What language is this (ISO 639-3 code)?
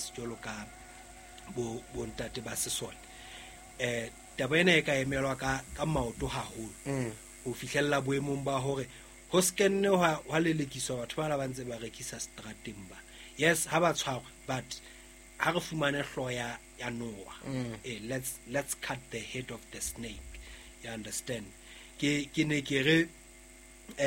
sot